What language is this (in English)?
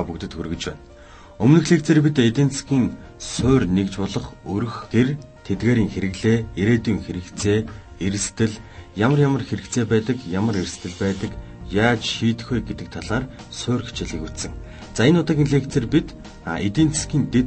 Mongolian